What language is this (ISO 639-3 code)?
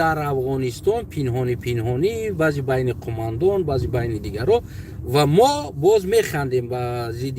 tgk